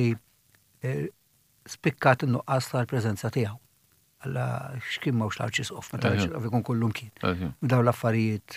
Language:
Maltese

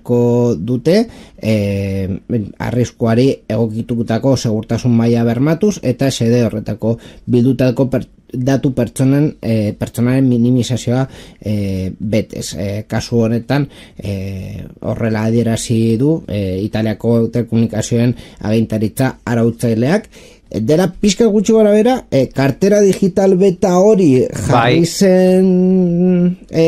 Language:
Basque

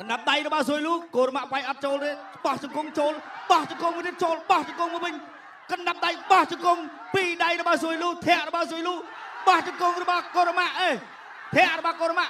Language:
Khmer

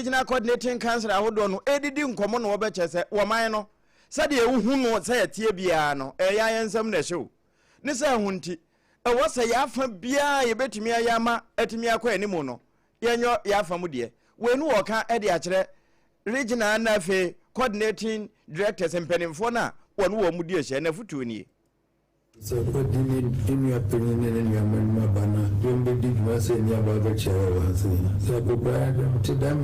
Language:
Akan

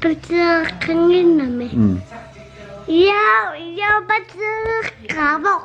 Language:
Kalaallisut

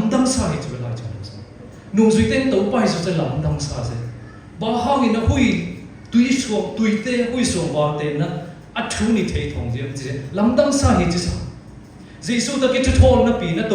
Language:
Siyin Chin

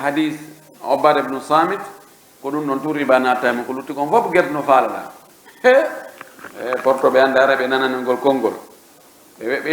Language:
Pular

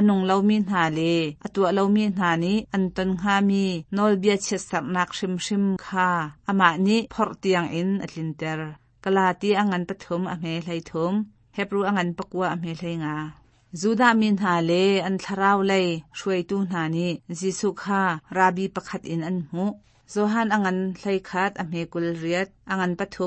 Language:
Hakha Chin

